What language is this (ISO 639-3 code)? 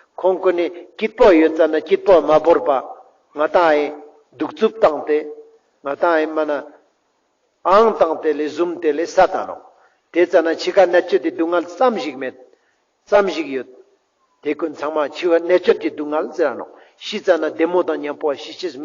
lbj